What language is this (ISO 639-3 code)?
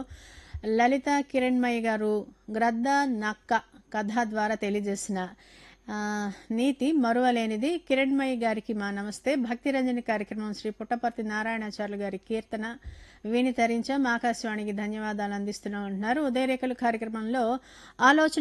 tel